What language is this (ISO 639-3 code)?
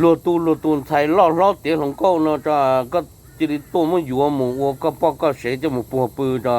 hmn